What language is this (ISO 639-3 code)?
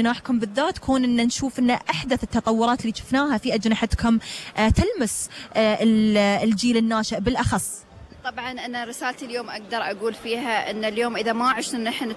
afb